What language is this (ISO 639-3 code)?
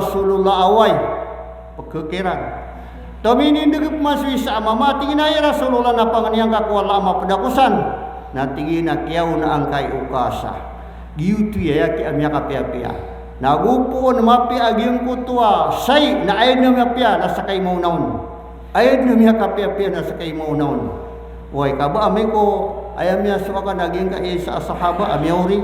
mrw